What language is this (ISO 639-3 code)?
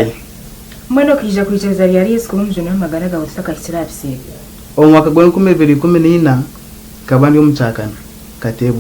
nyn